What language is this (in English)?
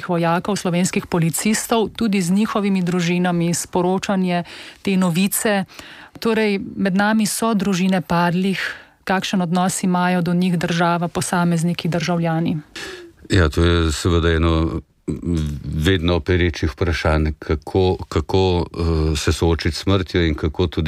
Slovenian